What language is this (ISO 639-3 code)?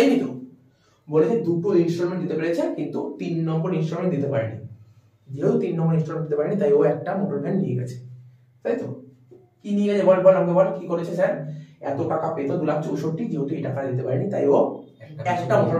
ben